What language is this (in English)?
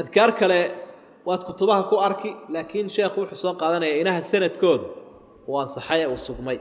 Somali